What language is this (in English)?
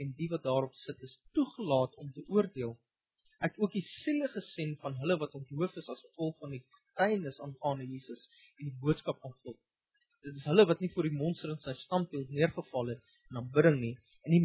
Afrikaans